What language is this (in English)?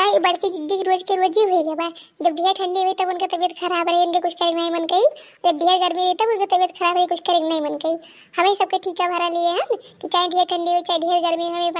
Awadhi